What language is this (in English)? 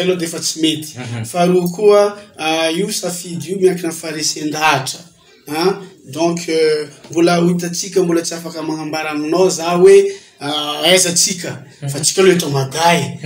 Malagasy